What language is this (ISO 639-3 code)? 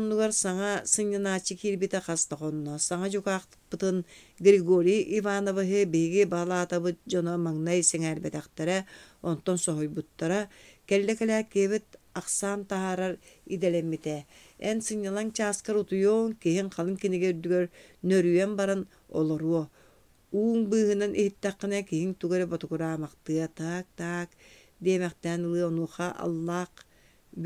sah